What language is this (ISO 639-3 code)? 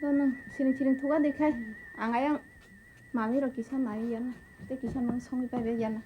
trp